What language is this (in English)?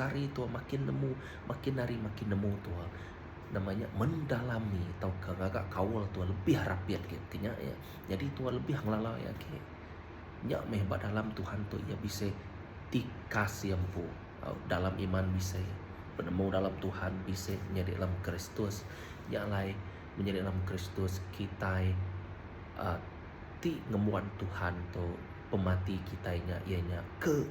Iban